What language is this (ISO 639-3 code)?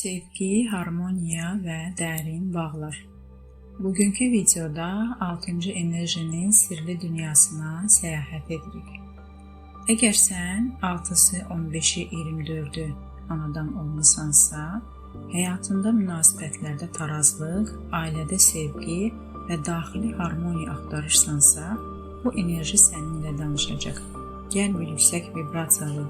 aze